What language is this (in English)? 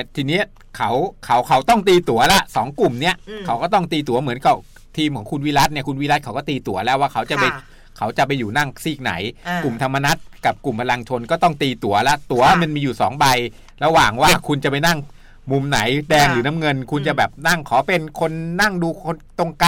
Thai